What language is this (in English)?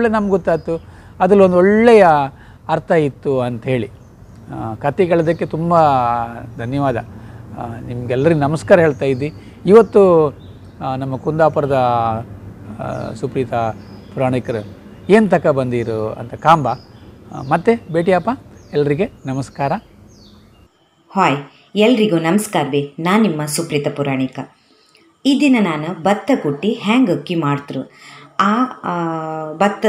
Kannada